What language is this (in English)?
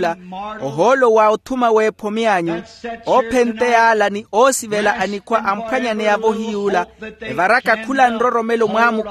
Makhuwa